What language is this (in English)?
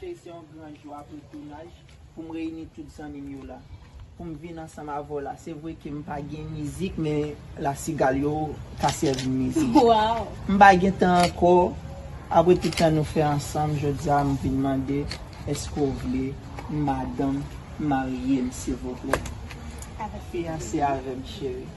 Haitian Creole